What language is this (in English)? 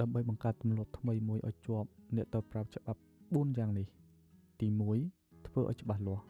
Khmer